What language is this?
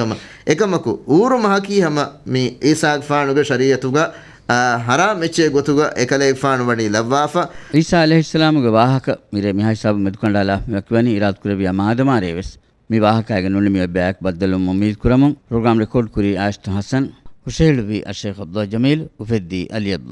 Divehi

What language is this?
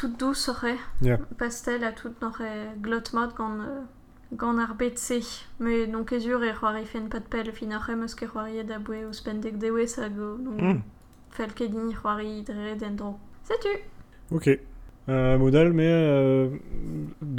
Breton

